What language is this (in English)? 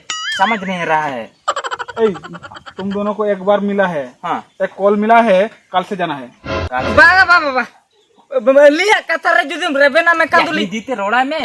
Santali